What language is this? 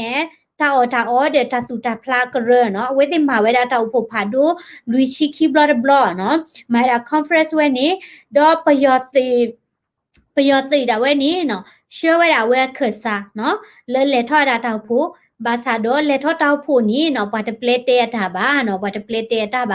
S'gaw Karen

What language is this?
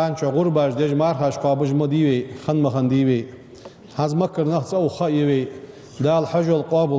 Ingush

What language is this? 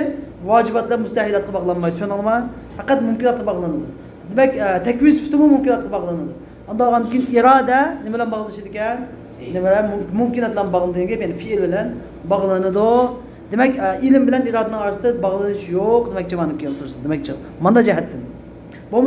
Uyghur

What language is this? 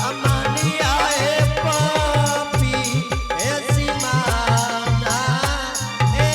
Angika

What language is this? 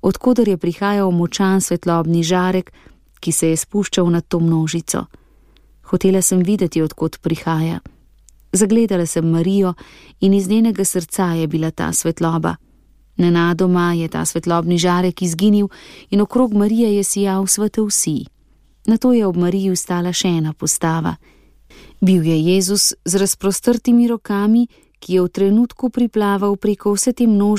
Slovenian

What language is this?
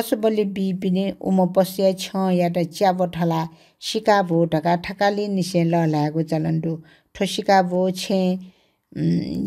Newari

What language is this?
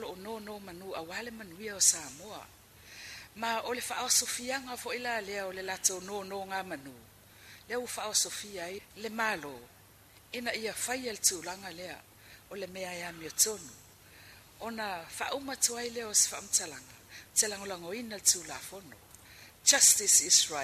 Samoan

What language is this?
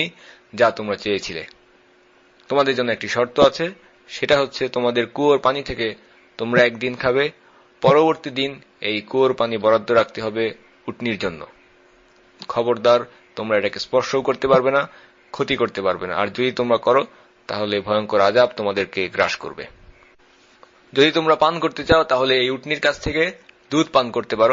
Bangla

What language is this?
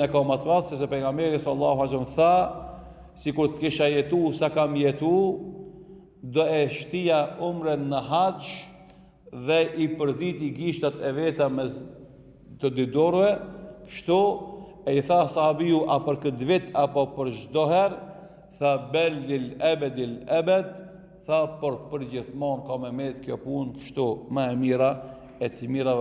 Albanian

